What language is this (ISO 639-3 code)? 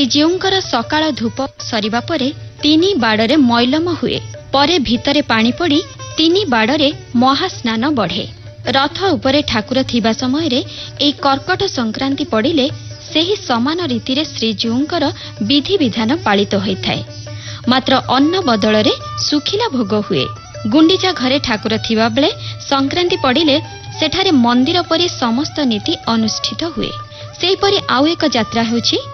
ori